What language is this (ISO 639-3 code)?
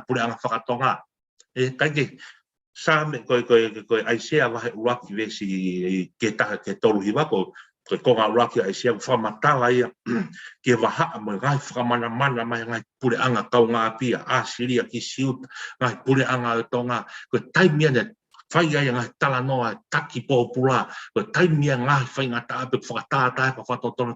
ton